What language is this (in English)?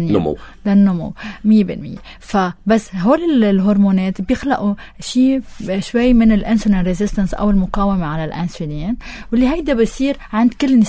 North Levantine Arabic